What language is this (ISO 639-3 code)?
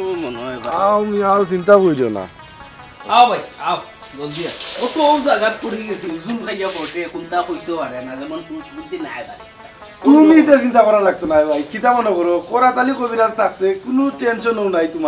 syl